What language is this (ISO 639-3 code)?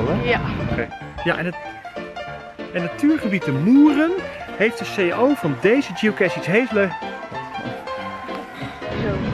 nld